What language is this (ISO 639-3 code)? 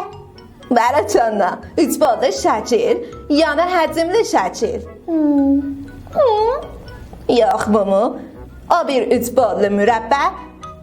azb